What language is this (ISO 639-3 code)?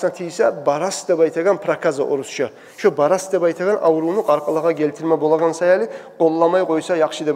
kum